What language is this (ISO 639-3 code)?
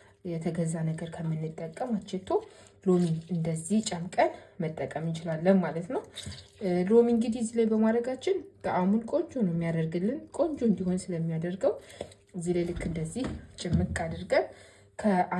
amh